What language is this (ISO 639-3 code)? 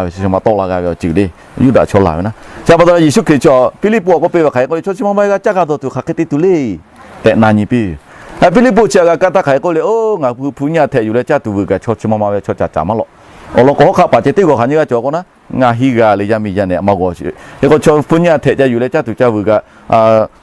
lhu